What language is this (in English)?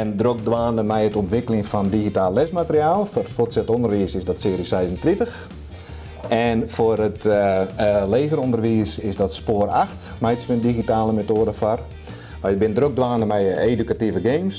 Western Frisian